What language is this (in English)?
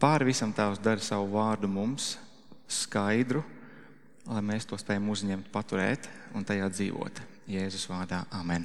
Latvian